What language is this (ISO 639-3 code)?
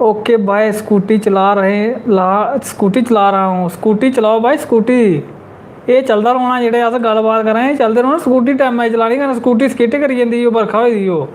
doi